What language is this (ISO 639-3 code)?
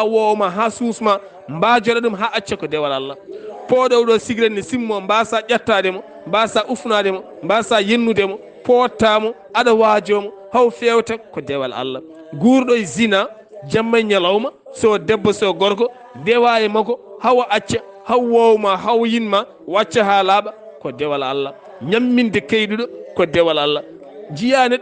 ful